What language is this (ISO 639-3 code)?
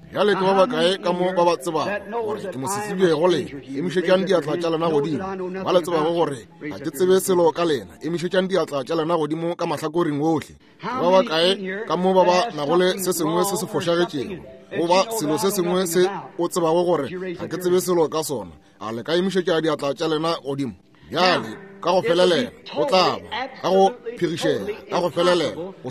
nso